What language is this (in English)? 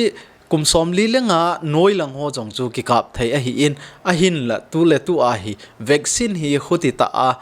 Thado Chin